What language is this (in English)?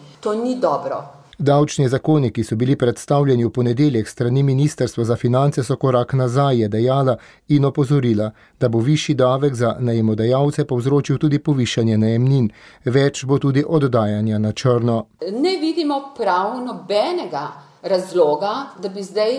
Slovenian